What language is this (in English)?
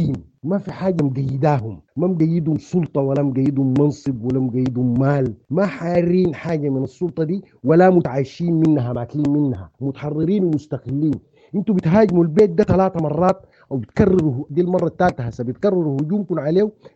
Sudanese Arabic